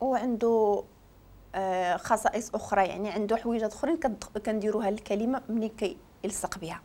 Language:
Moroccan Arabic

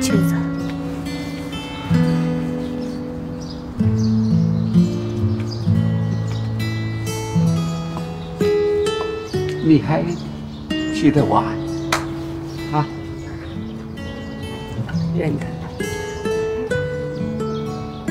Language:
Chinese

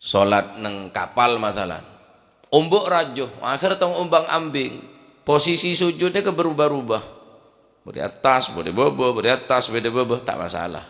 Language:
Madurese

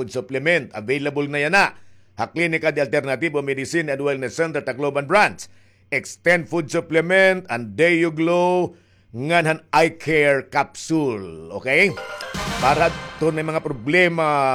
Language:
Waray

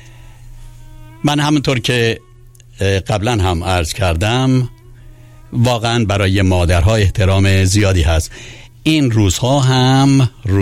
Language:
Persian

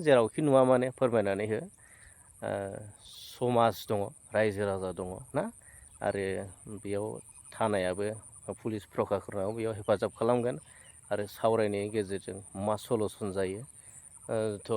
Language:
Bodo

